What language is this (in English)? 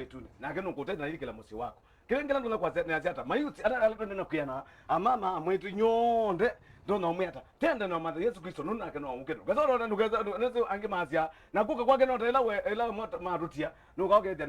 Kamba